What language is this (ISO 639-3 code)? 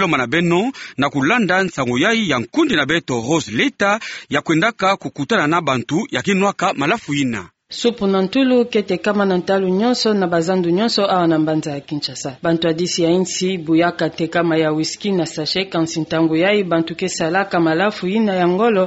ktu